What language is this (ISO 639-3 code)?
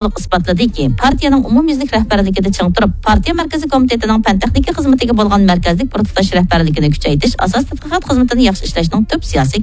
uig